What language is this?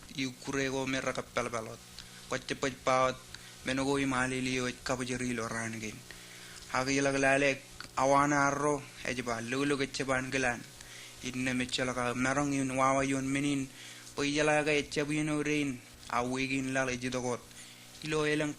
Marshallese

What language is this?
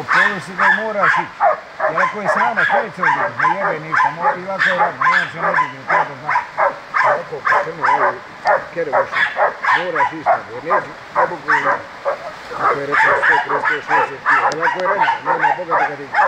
Bosnian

